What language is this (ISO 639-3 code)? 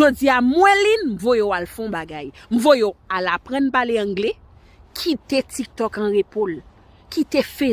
hat